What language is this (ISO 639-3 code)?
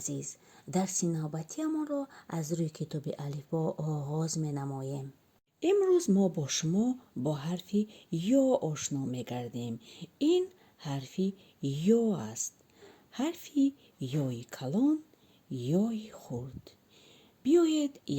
tgk